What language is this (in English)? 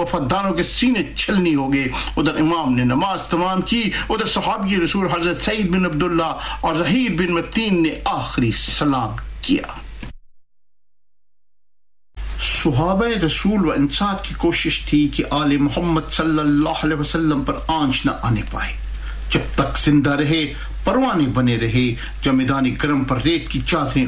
Urdu